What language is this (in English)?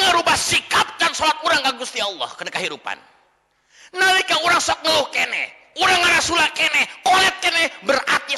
Sundanese